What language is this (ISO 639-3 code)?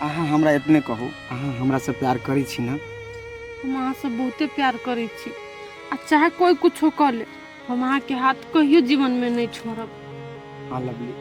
mai